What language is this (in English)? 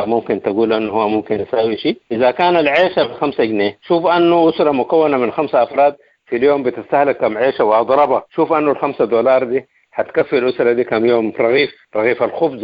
Sudanese Arabic